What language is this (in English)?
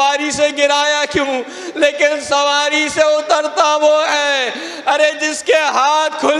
Urdu